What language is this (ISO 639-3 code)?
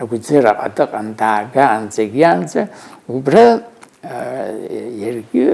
abk